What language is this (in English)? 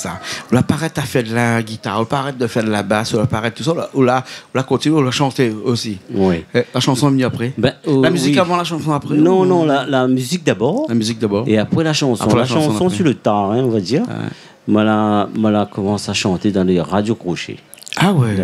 Réunion Creole French